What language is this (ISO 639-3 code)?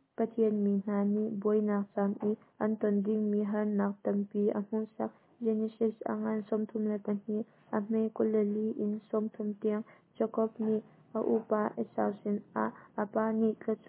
cnh